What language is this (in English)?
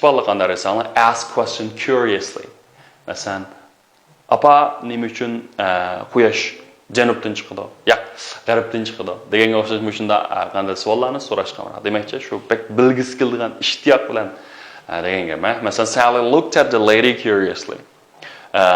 Uyghur